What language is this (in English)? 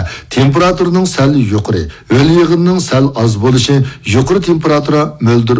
Uyghur